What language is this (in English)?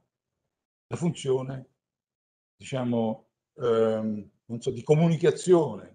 Italian